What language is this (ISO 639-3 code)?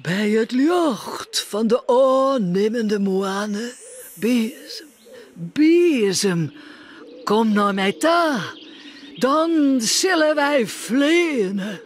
fry